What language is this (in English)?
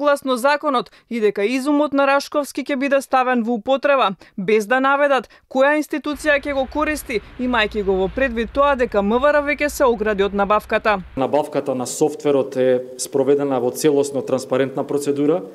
Macedonian